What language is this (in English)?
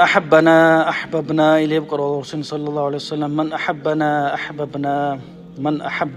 Dargwa